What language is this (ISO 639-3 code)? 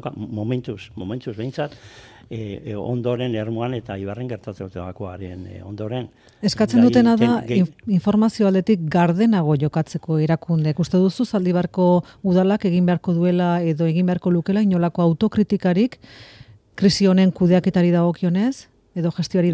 eus